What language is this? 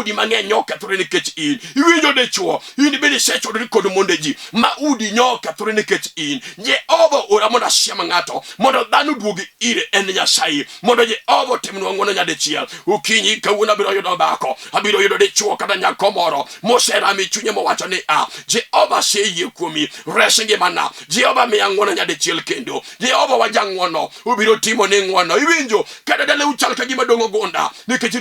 Luo (Kenya and Tanzania)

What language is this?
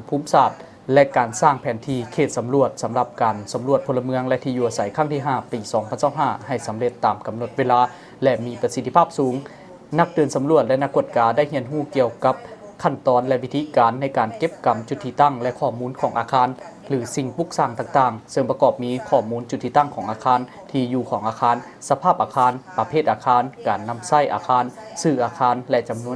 Lao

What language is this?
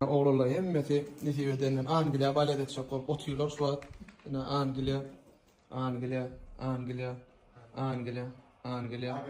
Turkmen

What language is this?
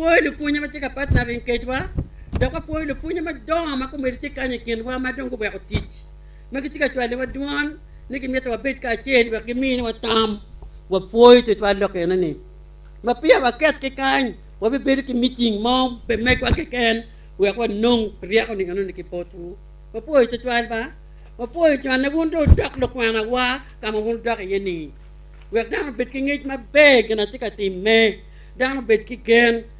Acoli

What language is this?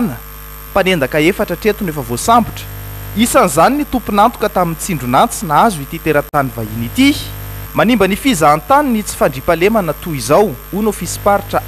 Malagasy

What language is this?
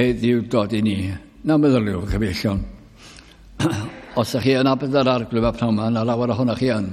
Welsh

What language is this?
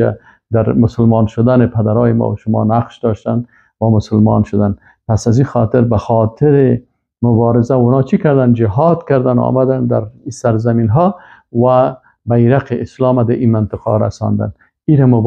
Persian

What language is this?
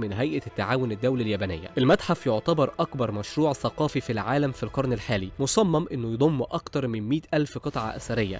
Egyptian Arabic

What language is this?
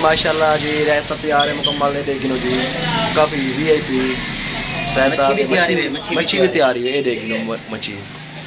Saraiki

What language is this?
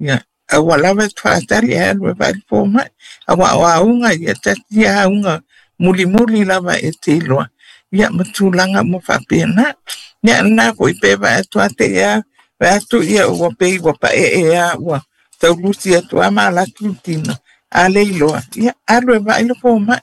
Samoan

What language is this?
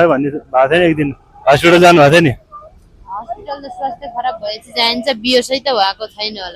Nepali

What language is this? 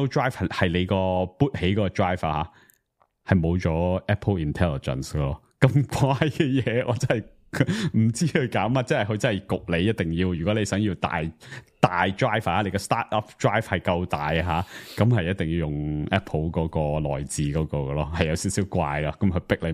Cantonese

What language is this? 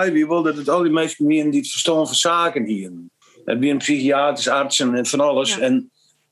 Western Frisian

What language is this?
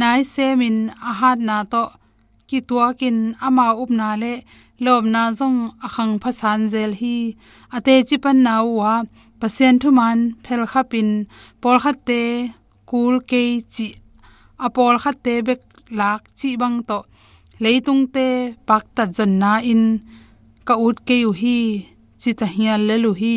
Tedim Chin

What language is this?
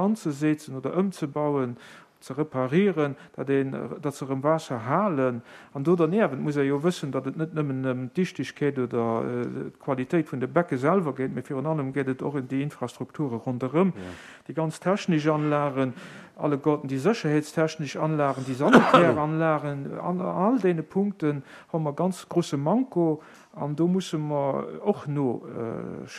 Luxembourgish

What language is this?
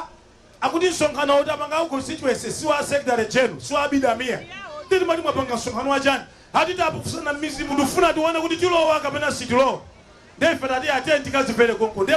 Nyanja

